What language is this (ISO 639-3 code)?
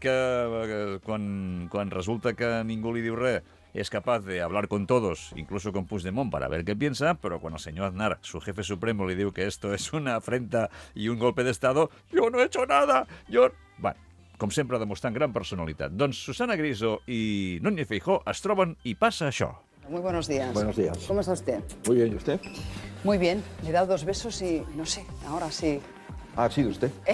cat